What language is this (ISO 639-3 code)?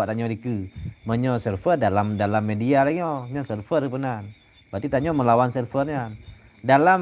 ace